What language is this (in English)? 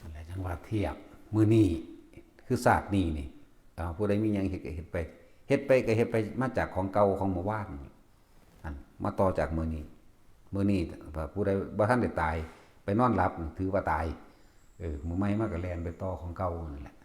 Northeastern Thai